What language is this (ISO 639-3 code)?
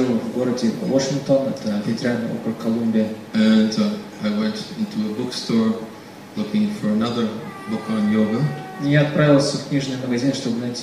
rus